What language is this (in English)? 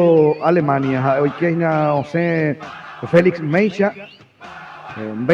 Guarani